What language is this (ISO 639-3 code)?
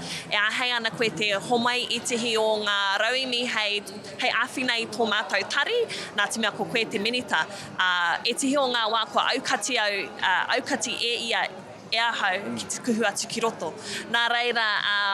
mri